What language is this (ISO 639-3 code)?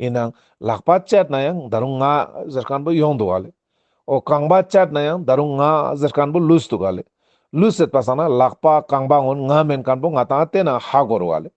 lbj